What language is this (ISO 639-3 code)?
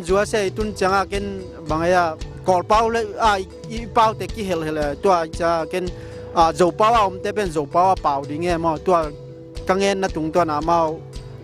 ctd